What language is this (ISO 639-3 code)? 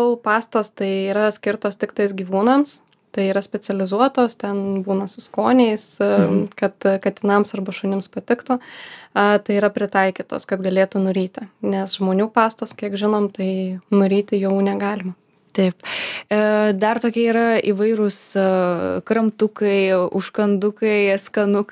lit